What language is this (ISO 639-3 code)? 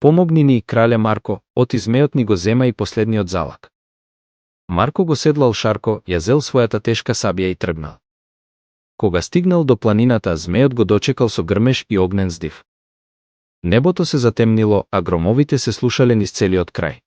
mkd